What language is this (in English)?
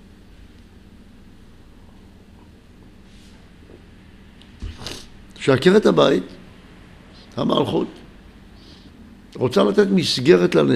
Hebrew